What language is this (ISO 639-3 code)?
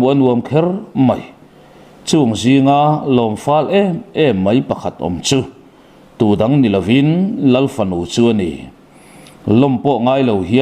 lus